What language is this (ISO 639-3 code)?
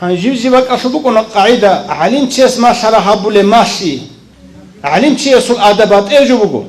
ava